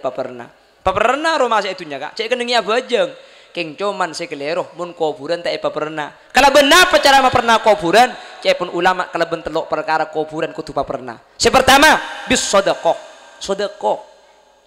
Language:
Madurese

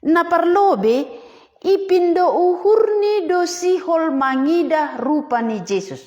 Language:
Batak Simalungun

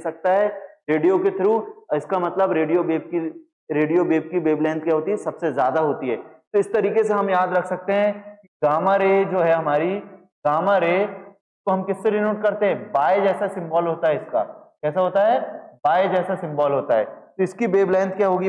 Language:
Hindi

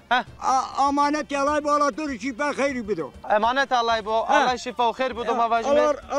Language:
Zaza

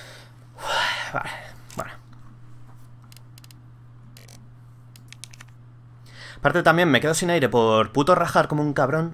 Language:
Spanish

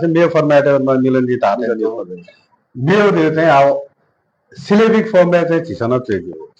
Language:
Newari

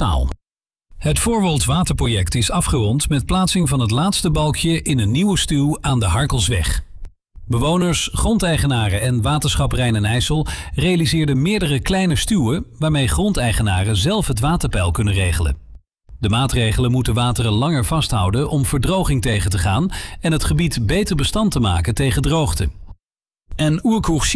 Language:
Dutch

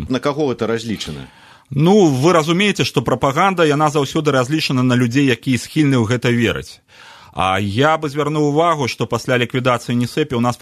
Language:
Belarusian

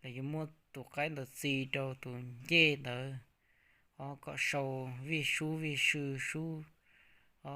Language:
Hmong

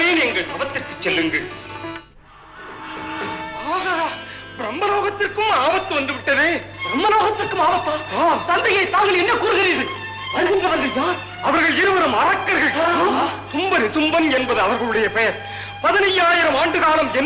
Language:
Tamil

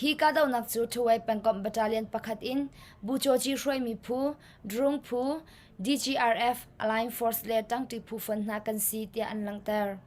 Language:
Hakha Chin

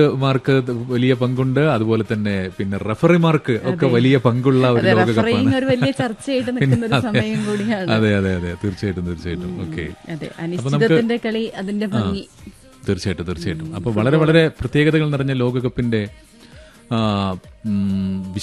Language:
Malayalam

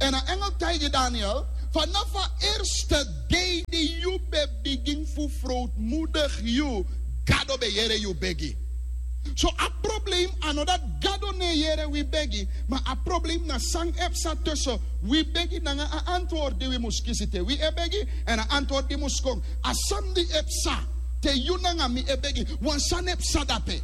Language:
Sranan Tongo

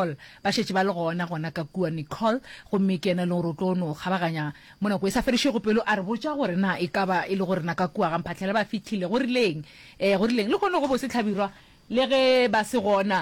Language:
Northern Sotho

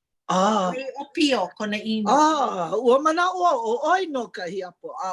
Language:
Hawaiian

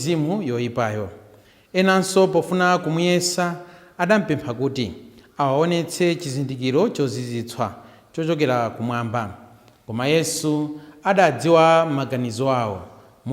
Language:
Nyanja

